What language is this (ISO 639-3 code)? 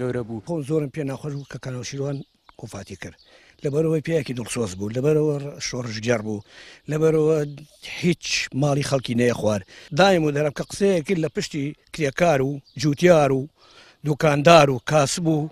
ckb